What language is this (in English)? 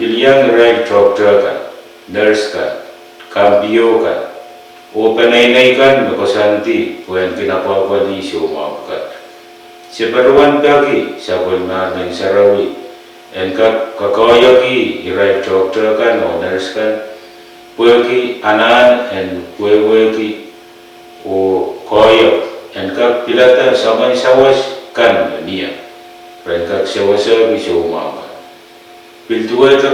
Pohnpeian